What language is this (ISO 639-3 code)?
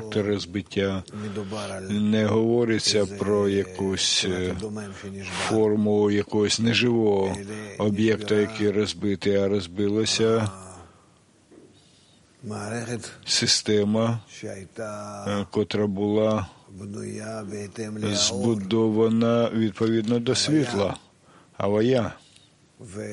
ukr